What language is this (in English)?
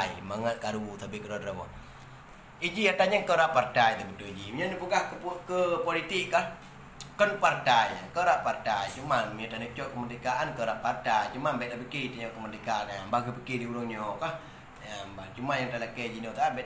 Achinese